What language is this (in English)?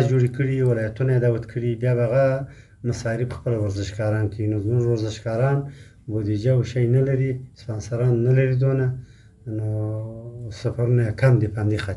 Pashto